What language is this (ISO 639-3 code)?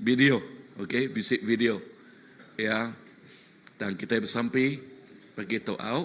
iba